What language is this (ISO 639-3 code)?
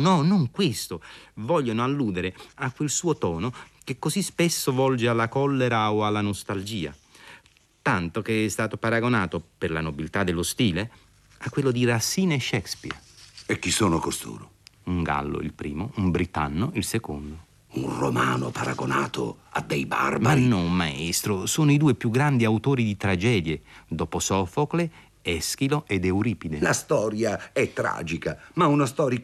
ita